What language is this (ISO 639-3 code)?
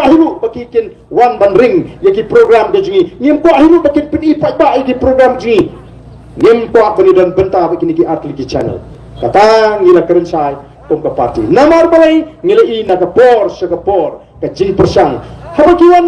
kha